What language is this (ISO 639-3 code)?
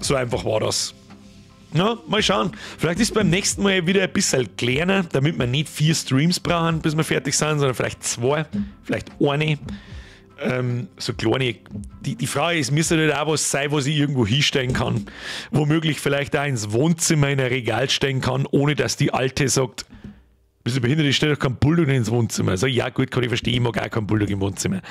bar